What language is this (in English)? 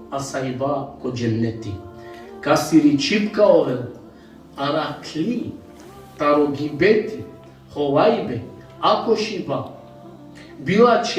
Balkan Romani